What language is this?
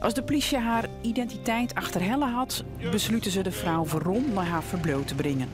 Western Frisian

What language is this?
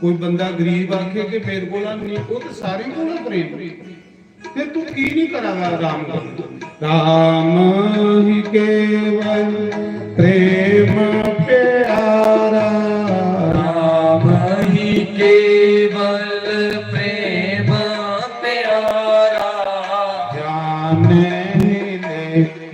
Dogri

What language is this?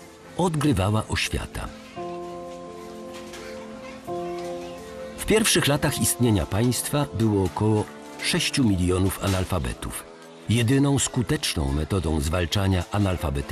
Polish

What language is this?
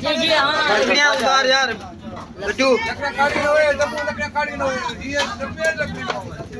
Saraiki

